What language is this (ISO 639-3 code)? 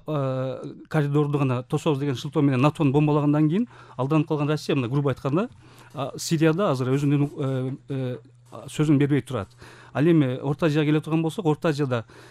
kir